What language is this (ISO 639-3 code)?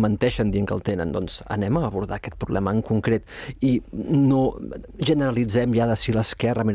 cat